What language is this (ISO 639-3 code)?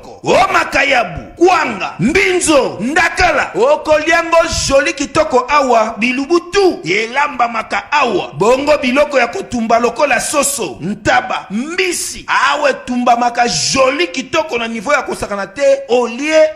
lin